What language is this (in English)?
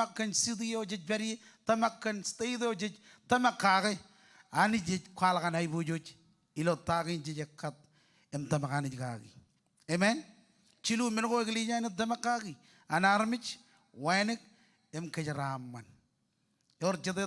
Marshallese